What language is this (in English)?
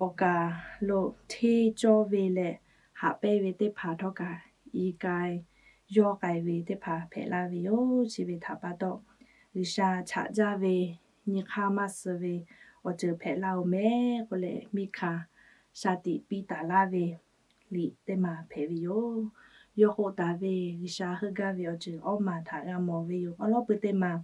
Lahu